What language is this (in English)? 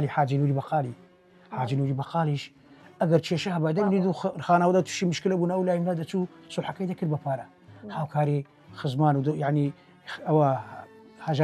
Central Kurdish